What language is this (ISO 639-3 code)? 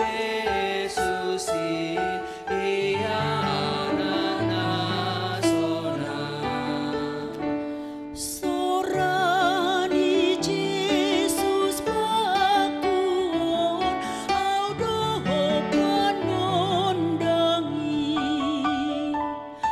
bts